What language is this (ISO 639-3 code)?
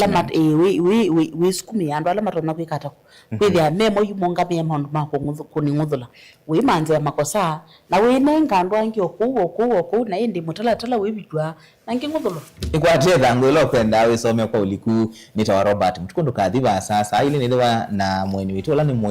kam